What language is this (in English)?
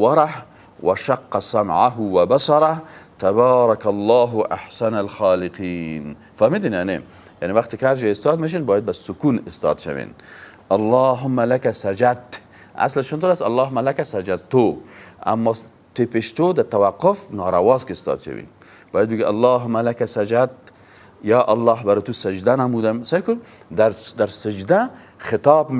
Persian